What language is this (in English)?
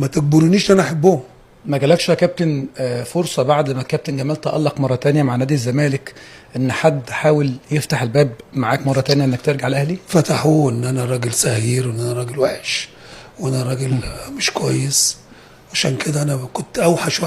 Egyptian Arabic